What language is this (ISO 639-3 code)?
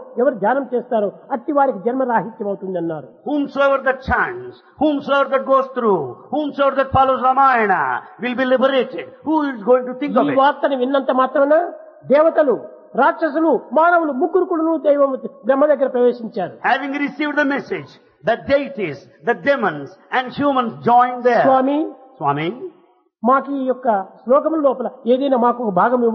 tel